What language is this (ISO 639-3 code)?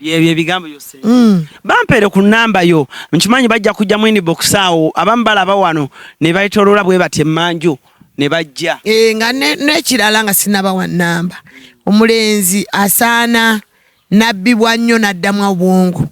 lug